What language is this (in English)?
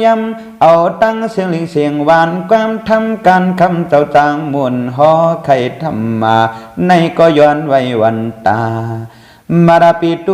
Shan